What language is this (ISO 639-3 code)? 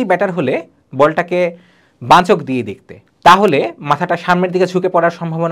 ben